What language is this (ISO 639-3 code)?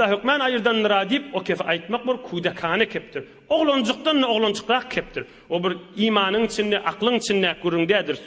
tuk